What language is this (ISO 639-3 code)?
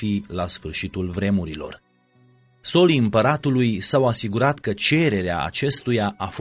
ron